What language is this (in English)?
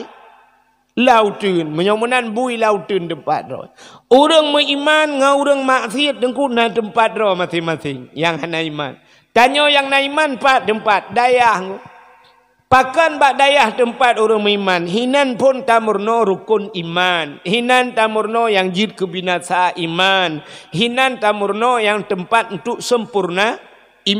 Achinese